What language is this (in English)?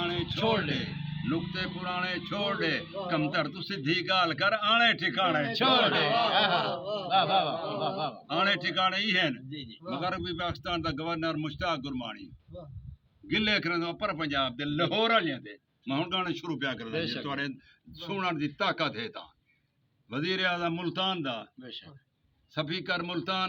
Saraiki